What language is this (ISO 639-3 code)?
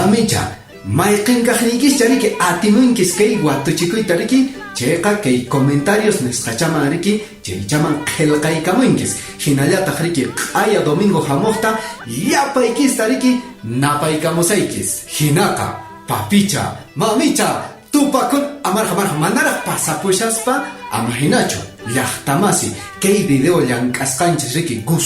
que